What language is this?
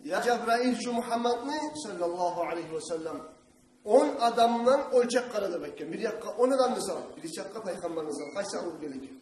Kumyk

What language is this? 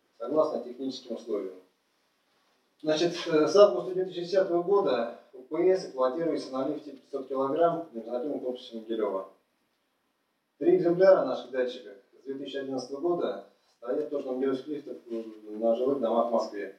Russian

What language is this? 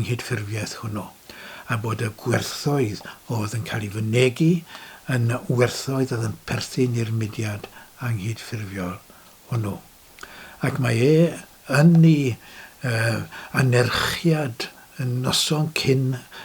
Welsh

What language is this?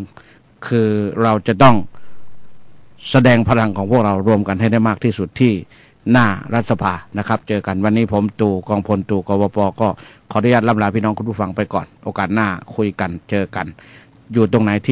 Thai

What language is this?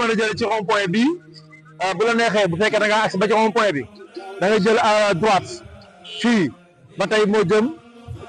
Wolof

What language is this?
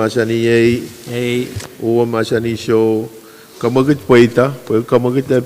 Pohnpeian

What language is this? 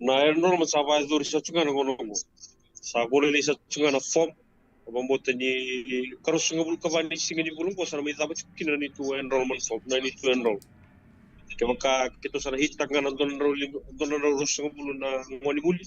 Fijian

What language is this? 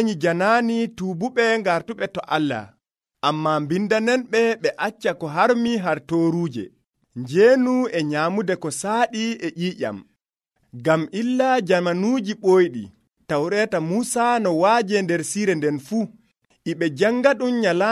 Nigerian Fulfulde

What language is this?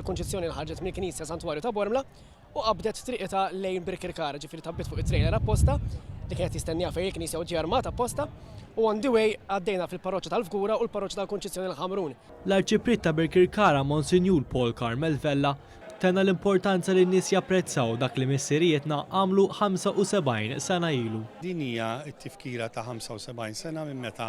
Maltese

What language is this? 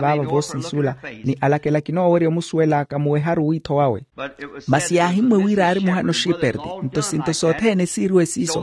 Makhuwa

